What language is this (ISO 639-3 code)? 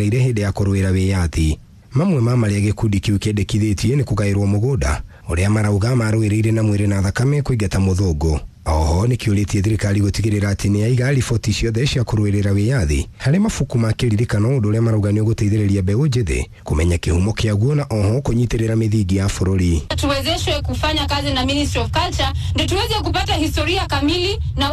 kik